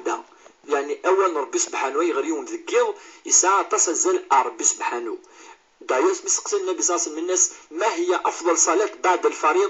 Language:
Kabyle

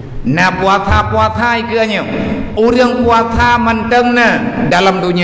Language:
Achinese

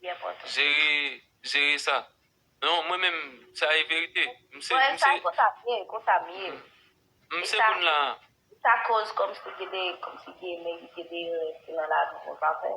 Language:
Haitian Creole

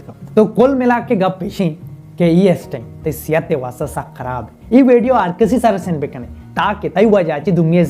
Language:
Baluchi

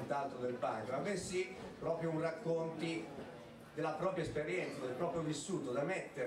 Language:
Italian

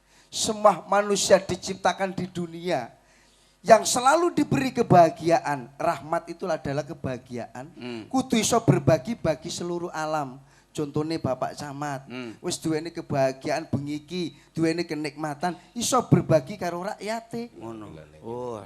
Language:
Javanese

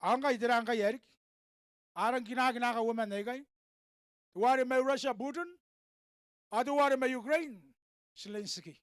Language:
Gilbertese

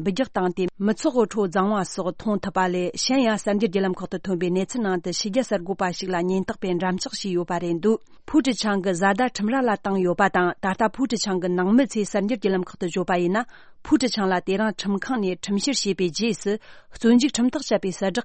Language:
Tibetan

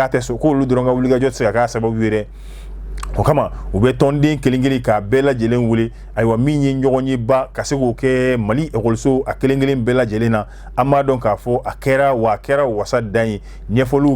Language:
Bambara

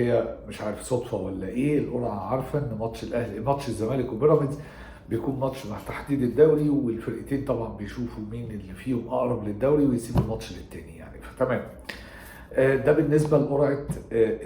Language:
Egyptian Arabic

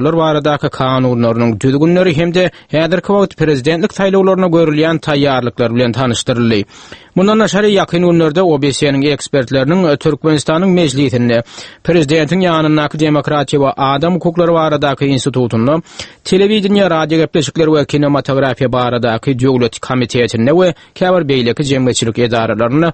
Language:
Turkmen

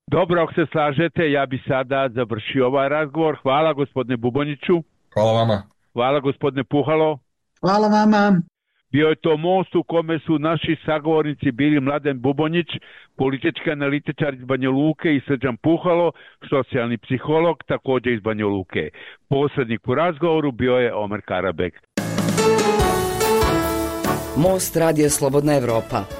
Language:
Bosnian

